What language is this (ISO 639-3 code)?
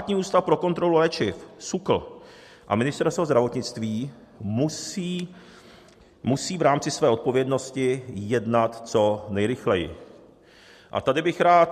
ces